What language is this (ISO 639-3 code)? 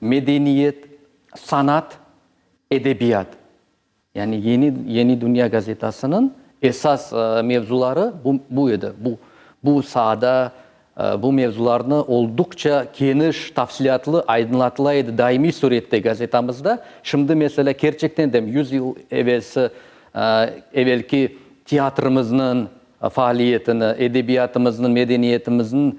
crh